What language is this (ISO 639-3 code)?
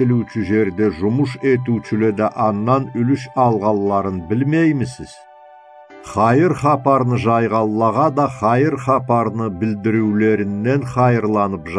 krc